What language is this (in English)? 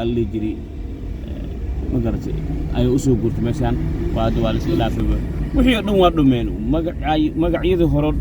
Somali